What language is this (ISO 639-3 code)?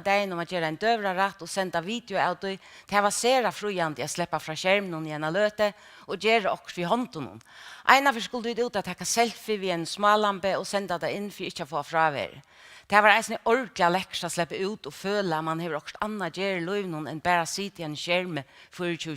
fao